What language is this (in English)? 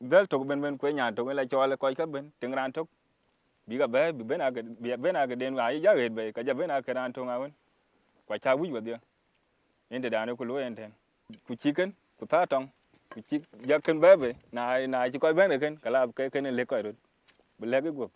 Dinka